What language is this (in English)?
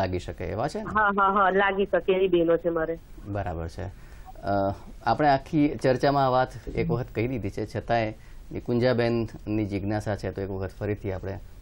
Gujarati